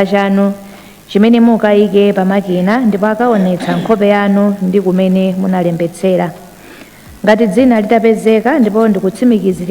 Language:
Nyanja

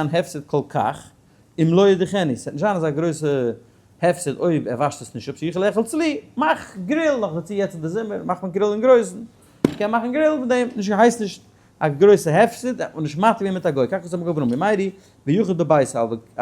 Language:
Yiddish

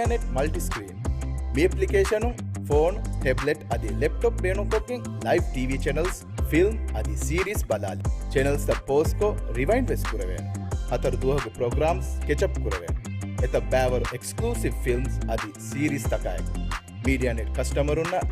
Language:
Divehi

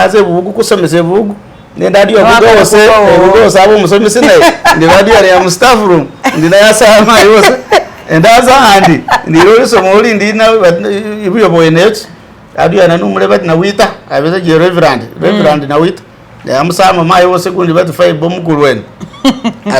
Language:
Masaaba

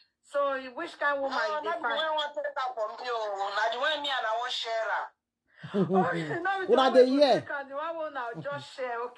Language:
Nigerian Pidgin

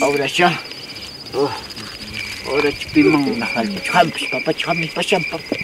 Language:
Ayacucho Quechua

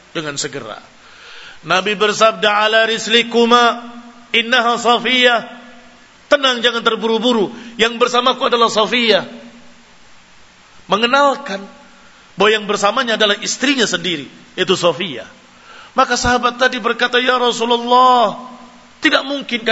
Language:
Indonesian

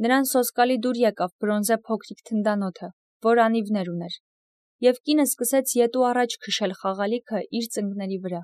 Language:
Armenian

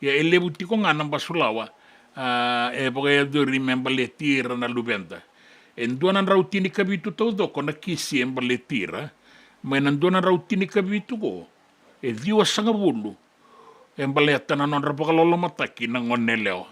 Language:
Fijian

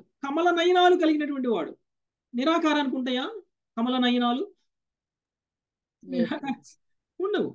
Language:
Telugu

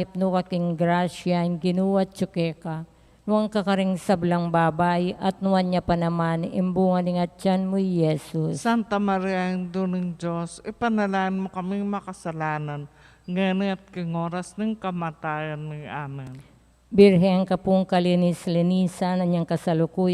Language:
Pampanga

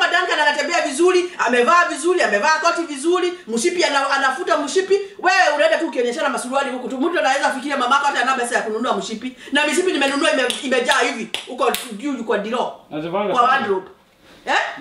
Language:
Swahili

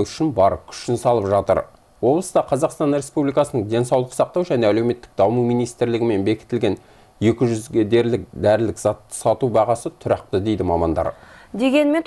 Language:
Kazakh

